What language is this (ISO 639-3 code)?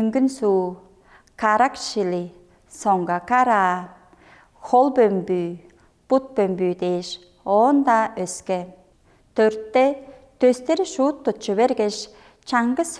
tyv